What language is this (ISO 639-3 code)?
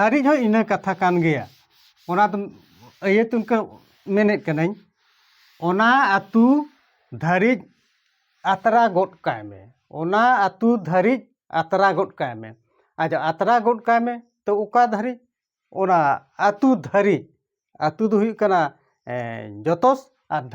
sat